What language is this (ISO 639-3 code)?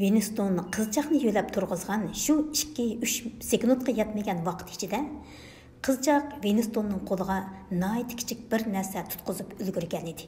uig